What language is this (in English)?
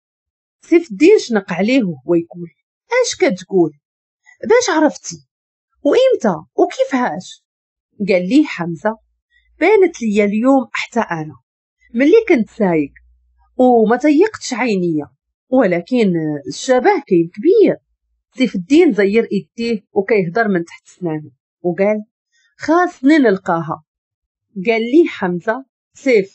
Moroccan Arabic